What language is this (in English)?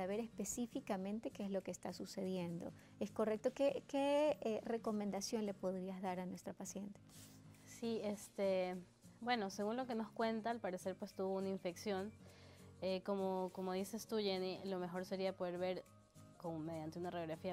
Spanish